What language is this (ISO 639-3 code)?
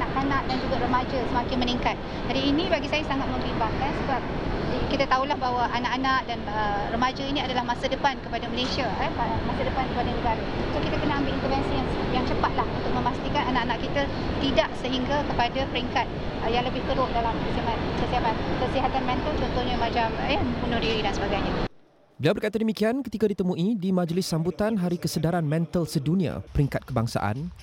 msa